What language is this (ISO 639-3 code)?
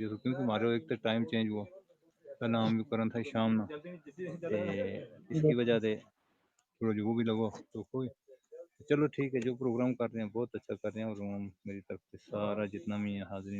gju